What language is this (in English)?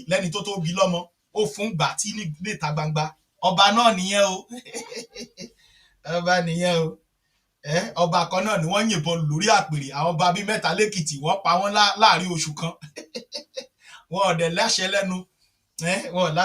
Yoruba